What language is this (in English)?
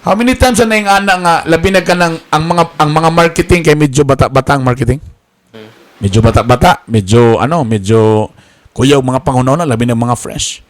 Cebuano